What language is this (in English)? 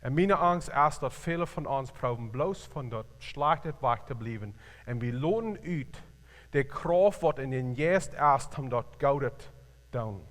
Plautdietsch